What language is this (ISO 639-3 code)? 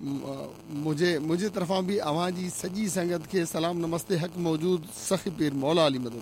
snd